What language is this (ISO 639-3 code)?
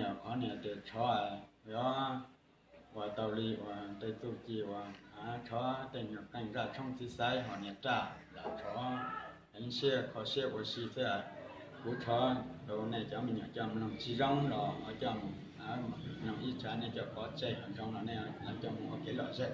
hmn